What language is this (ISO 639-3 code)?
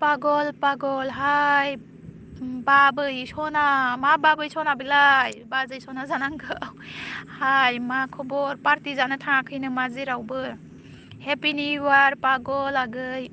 brx